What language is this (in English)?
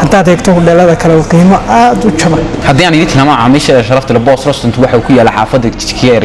Somali